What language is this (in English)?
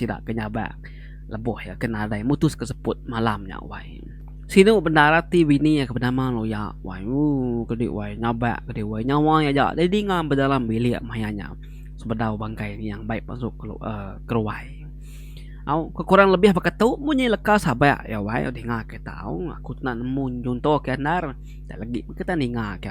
Iban